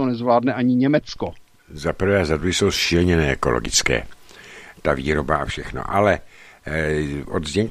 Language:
Czech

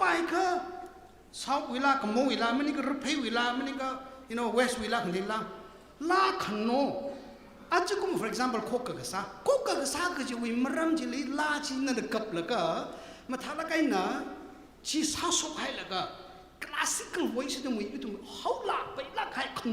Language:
Tangkhul Naga (India)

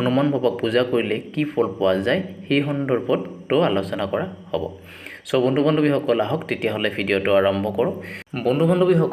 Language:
Assamese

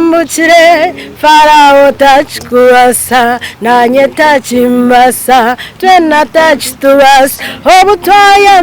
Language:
Nyankole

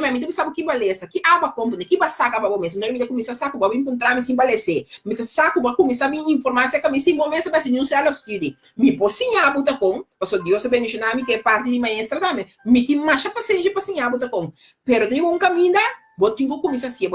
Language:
Papiamento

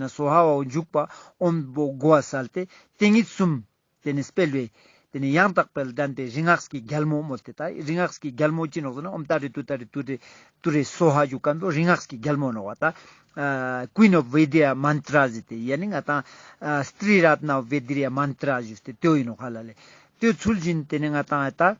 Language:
Ladakhi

